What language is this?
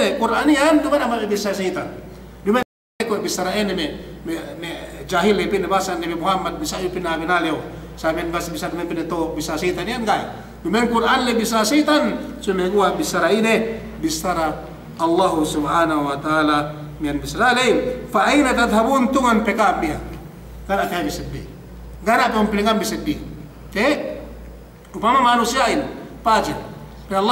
Yakan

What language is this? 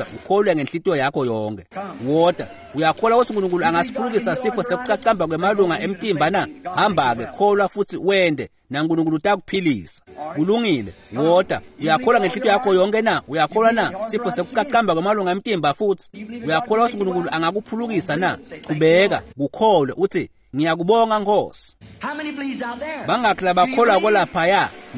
Swati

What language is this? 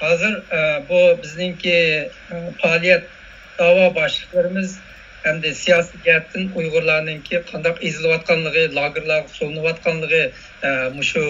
Uyghur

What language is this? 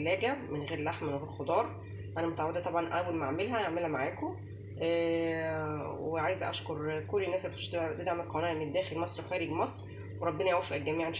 Egyptian Arabic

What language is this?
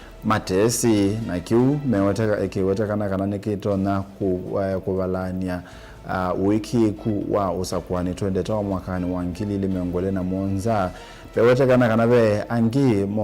Kamba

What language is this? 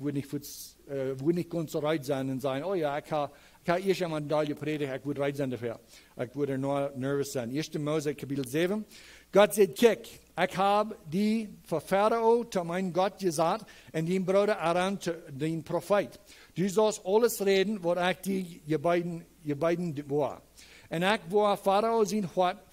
Plautdietsch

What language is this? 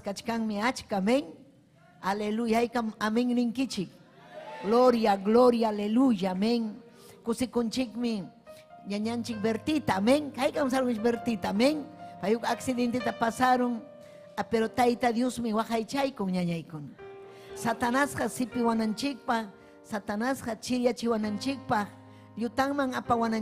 Ayacucho Quechua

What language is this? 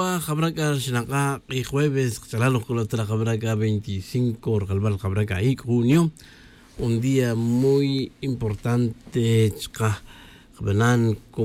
Tz'utujil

